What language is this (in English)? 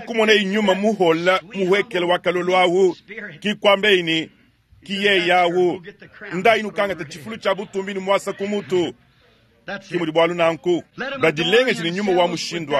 Luba-Lulua